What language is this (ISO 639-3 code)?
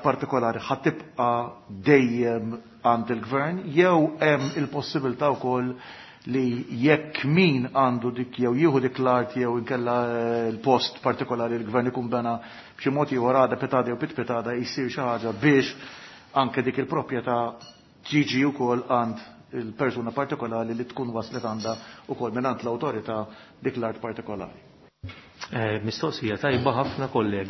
mlt